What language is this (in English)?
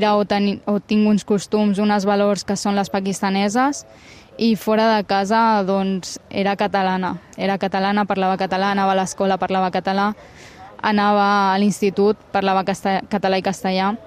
Catalan